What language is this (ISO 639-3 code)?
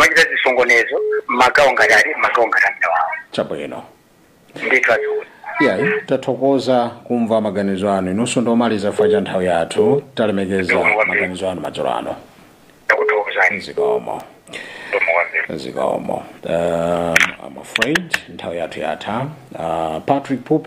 nya